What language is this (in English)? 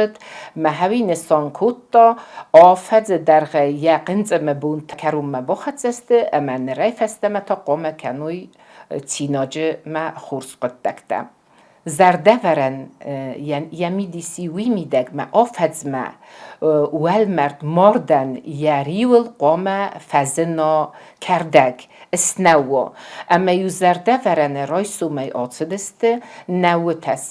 Ossetic